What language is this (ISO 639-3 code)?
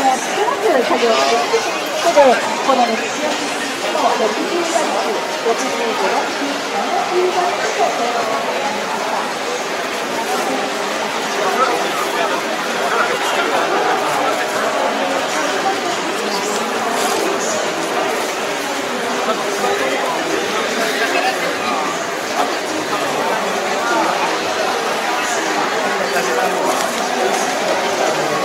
jpn